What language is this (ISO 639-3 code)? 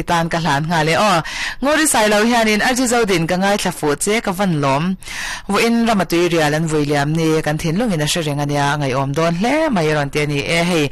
lus